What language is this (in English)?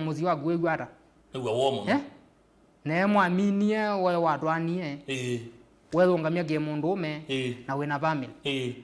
Kamba